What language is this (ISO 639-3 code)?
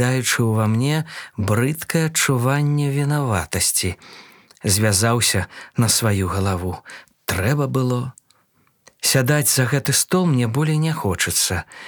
bel